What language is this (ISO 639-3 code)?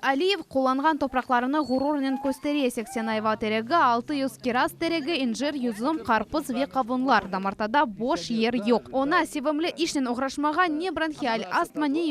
crh